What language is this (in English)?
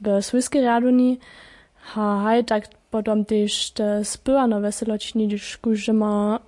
Upper Sorbian